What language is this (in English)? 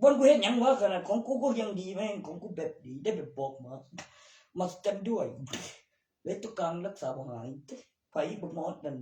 Northeastern Thai